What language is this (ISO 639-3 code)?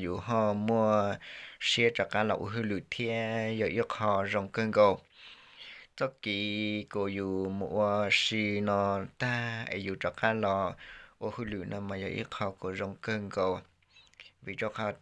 hmn